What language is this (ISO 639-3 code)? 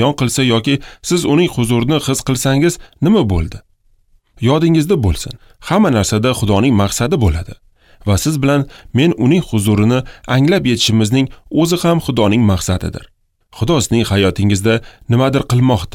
uzb